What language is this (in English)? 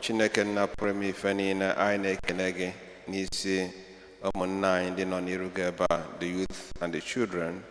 Igbo